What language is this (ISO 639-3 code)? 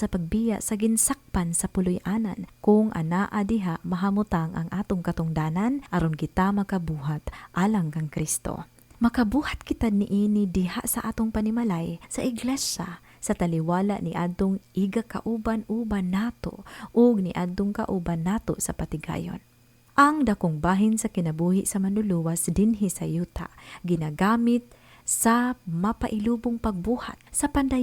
ceb